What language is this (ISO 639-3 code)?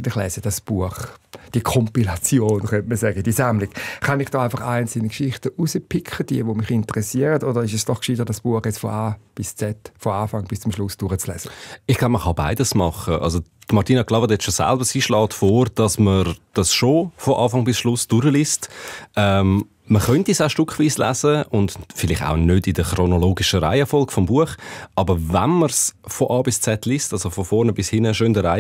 gsw